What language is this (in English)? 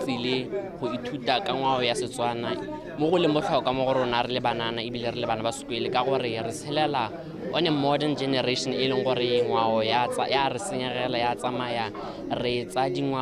Tswana